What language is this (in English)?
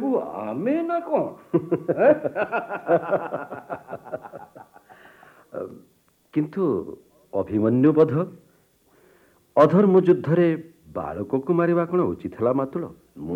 Odia